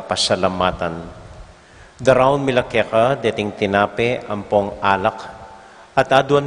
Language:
Pampanga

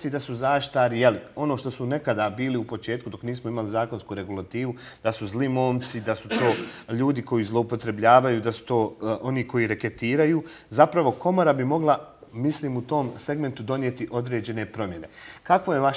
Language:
Bosnian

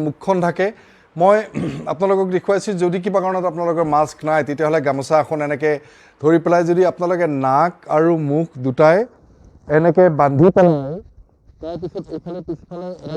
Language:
Assamese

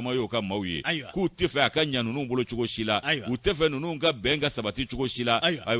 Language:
Bambara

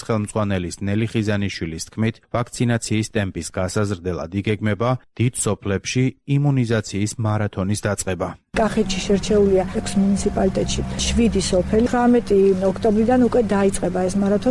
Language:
Georgian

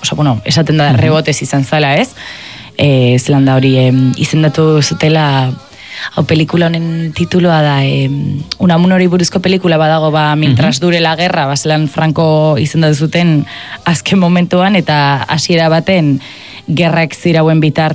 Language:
Basque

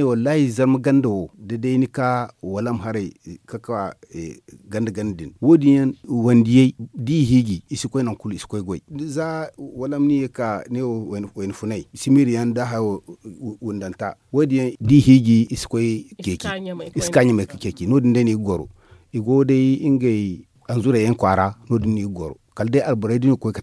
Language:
Zarma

